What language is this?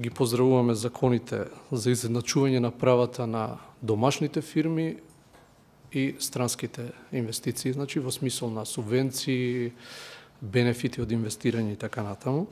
Macedonian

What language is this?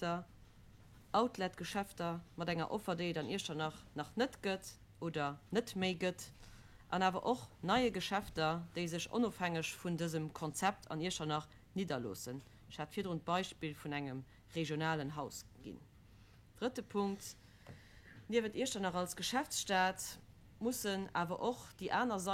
Luxembourgish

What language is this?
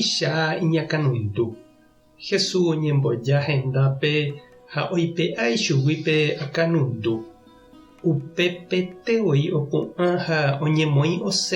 Guarani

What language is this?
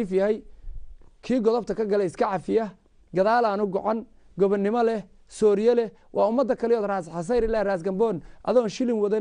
Somali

